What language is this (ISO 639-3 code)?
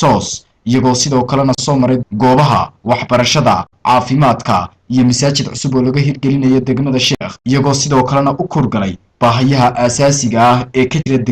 som